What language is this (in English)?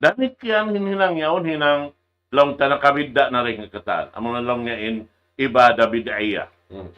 Tausug